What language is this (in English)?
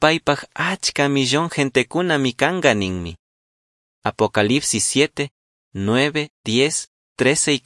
Chimborazo Highland Quichua